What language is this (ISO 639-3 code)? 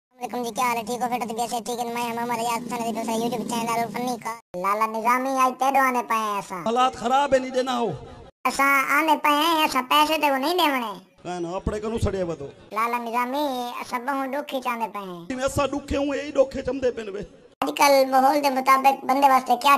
skr